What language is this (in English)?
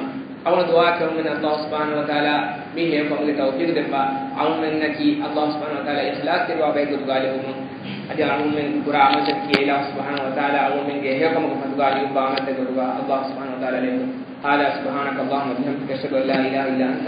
Divehi